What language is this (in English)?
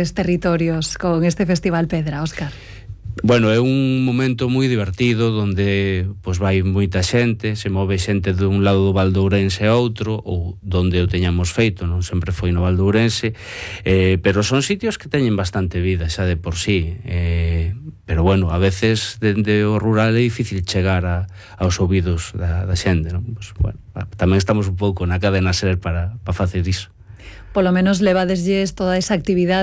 Galician